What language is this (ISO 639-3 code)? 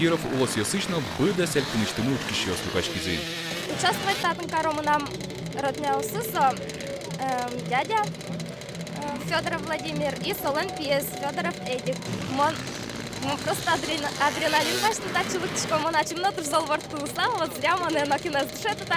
udm